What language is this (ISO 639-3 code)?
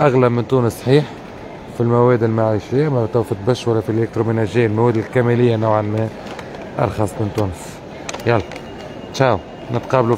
aeb